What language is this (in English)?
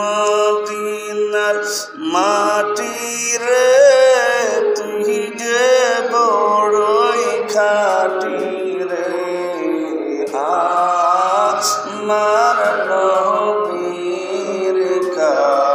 Bangla